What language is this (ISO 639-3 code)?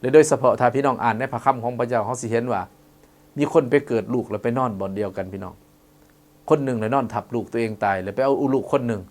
lao